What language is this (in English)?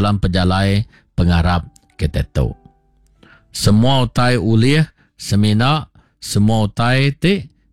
Iban